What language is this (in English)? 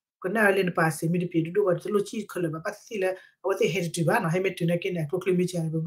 S'gaw Karen